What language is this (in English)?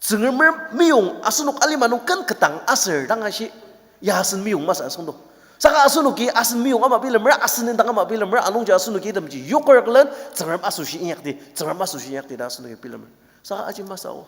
Ao Naga